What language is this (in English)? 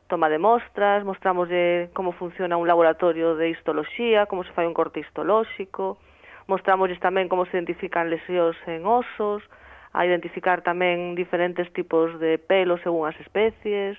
Galician